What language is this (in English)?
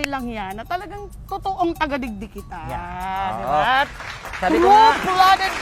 Bikol